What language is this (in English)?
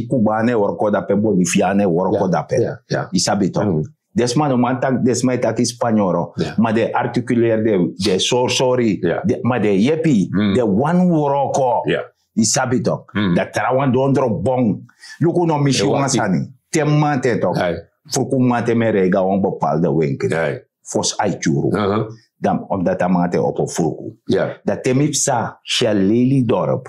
Sranan Tongo